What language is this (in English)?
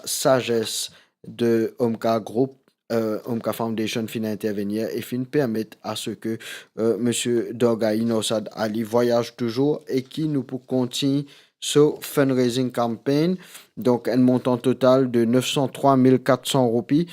Morisyen